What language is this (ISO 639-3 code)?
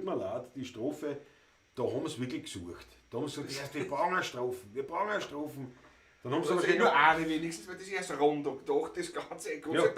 bar